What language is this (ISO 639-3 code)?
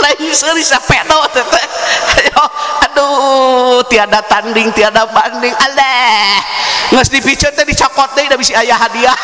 sun